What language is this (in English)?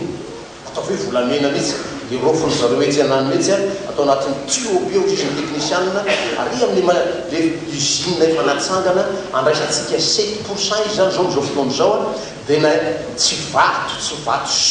Malagasy